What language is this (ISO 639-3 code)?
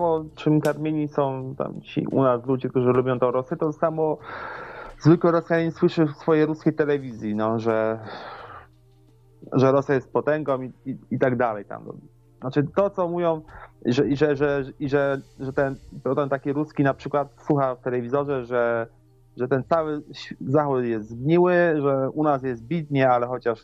pol